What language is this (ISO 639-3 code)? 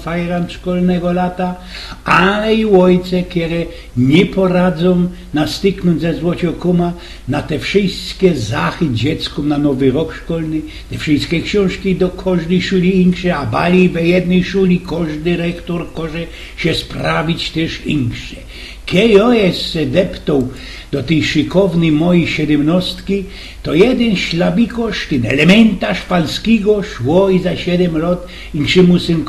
szl